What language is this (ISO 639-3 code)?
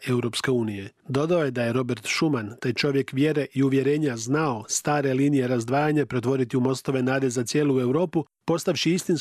hrv